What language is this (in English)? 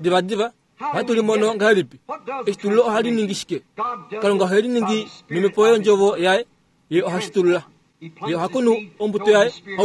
Kuanyama